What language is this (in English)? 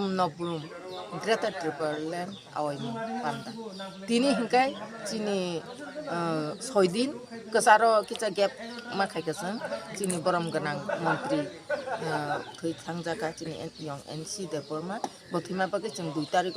Kok Borok